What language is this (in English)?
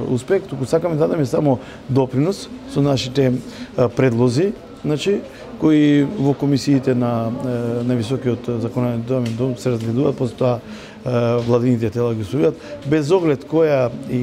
Macedonian